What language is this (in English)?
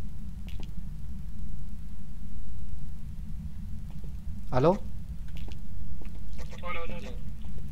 Spanish